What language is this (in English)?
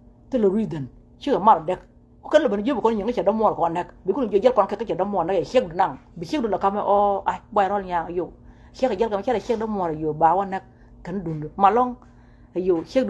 Nuer